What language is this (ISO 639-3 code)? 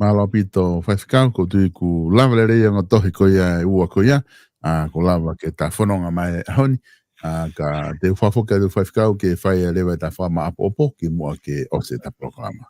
ton